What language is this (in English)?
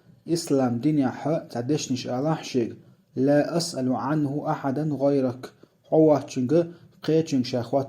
Chechen